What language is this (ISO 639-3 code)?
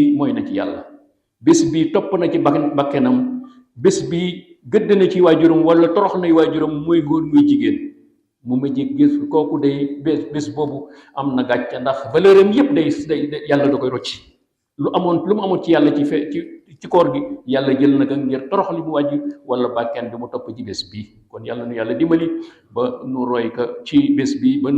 wol